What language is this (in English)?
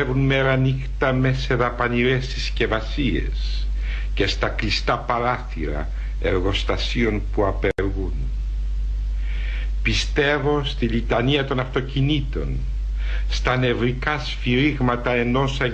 Greek